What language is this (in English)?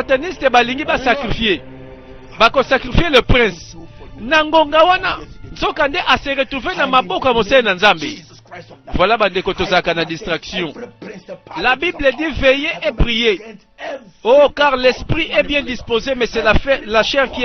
Lingala